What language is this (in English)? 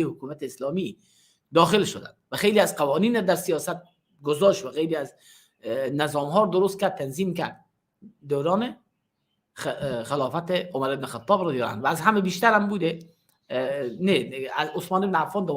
Persian